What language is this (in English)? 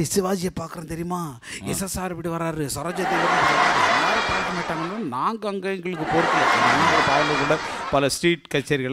Tamil